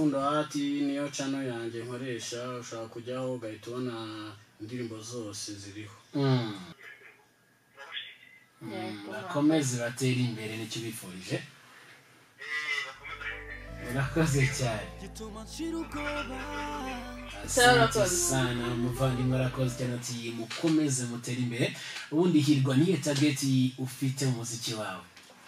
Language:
Kinyarwanda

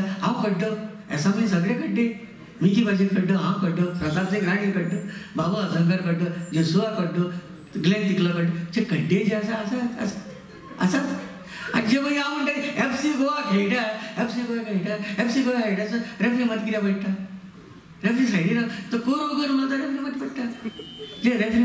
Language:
Konkani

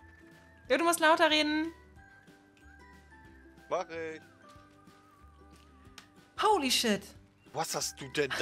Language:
German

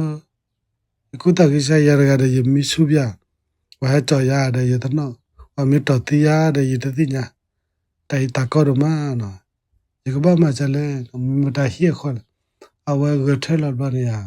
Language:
S'gaw Karen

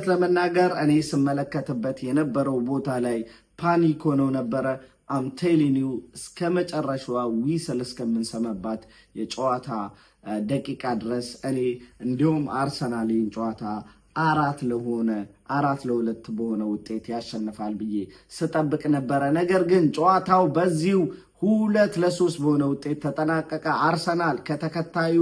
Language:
Amharic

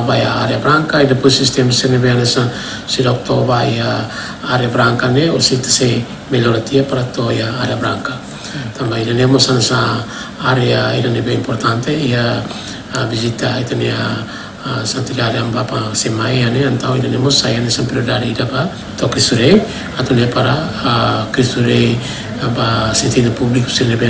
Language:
Tetum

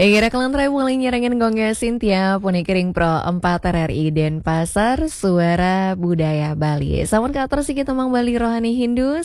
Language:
Balinese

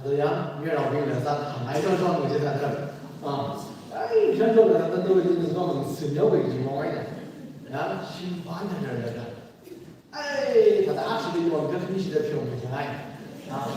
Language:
Tangkhul Naga (India)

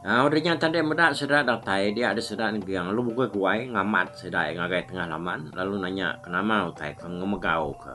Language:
Iban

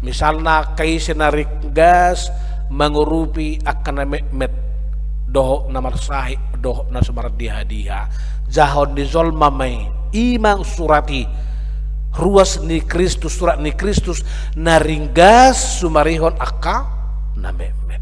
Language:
Batak Toba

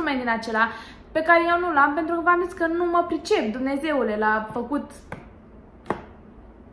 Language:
Romanian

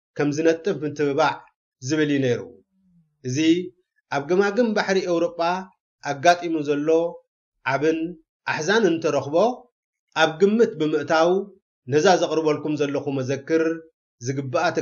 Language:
Tigrinya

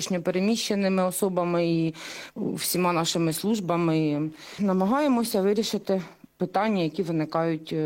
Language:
Ukrainian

